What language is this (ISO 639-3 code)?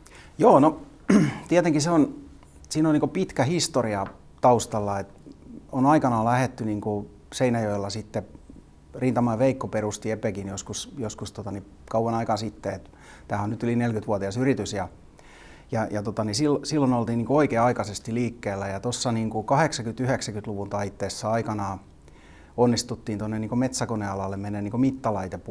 fin